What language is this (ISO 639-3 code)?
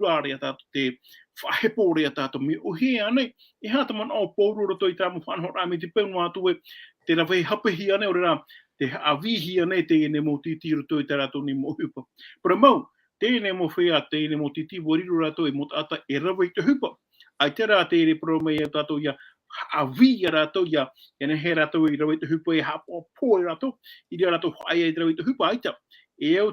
tah